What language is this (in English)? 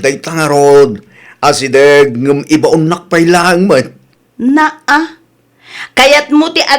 Iloko